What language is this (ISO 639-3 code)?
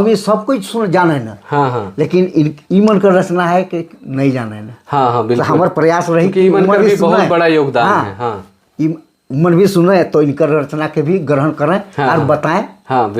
sck